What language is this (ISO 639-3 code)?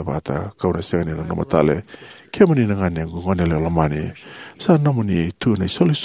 fij